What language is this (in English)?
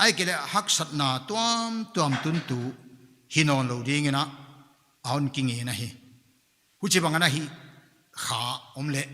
Paite Chin